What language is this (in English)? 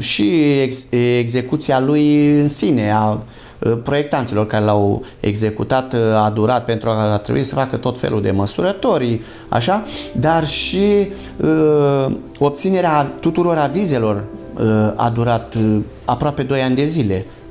Romanian